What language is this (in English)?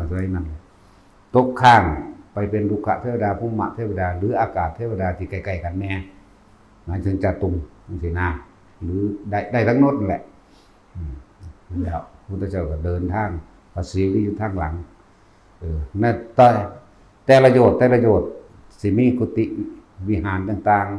Northeastern Thai